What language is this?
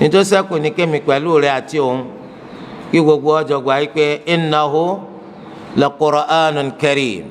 Yoruba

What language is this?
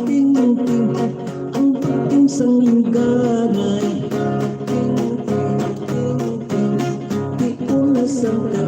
Hiligaynon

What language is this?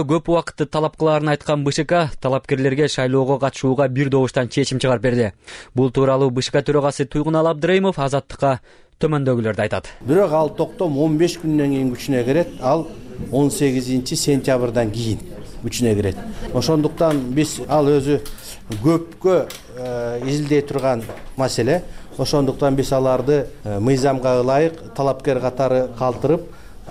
Kyrgyz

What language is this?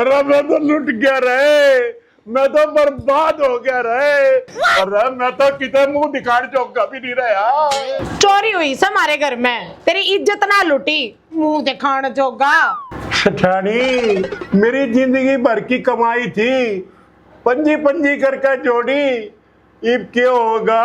Haryanvi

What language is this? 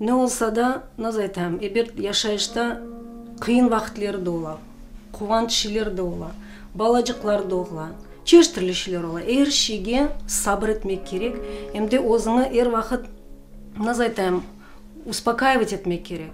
Crimean Tatar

